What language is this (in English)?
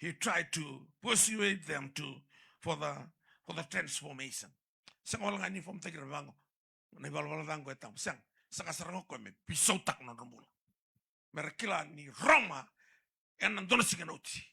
Fijian